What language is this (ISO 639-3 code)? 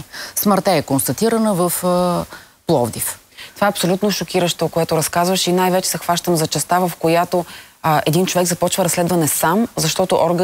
bul